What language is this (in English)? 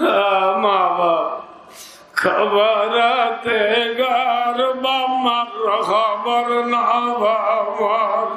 Rohingya